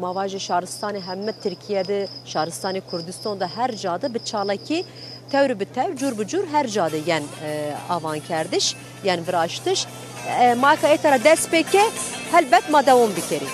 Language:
Kurdish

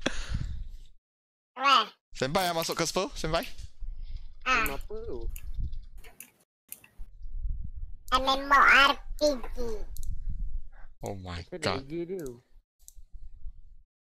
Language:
Malay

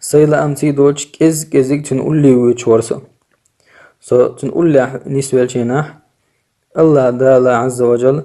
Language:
Chechen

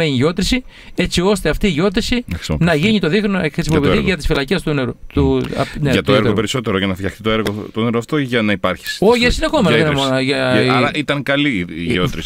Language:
Greek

